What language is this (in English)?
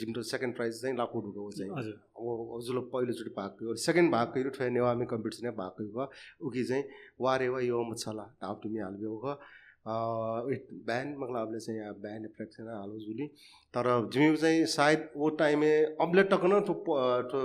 Newari